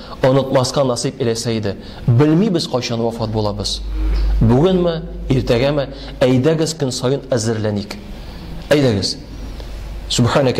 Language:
Tatar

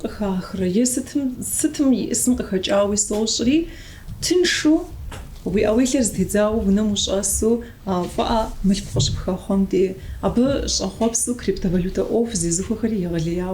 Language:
Kabardian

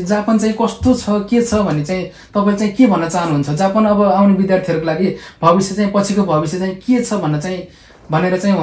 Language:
Nepali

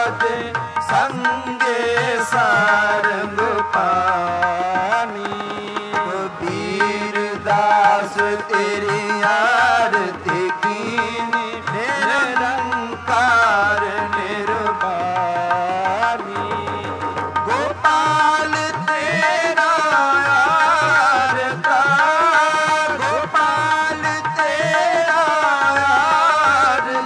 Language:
Punjabi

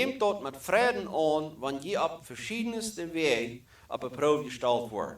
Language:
Plautdietsch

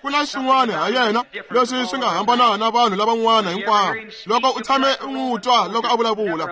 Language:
Tsonga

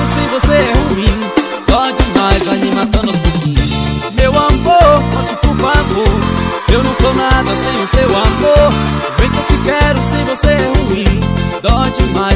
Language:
Portuguese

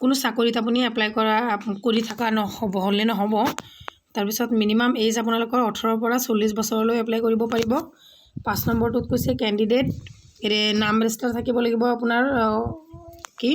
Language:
Assamese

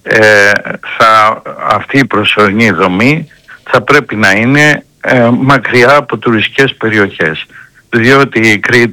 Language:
Greek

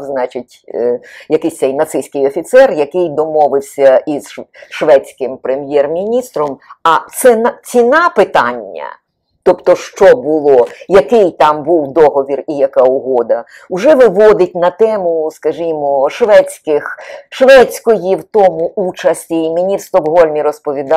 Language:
Ukrainian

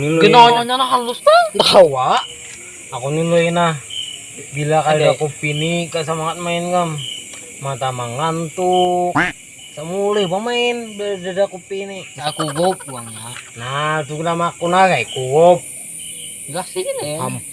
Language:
Banjar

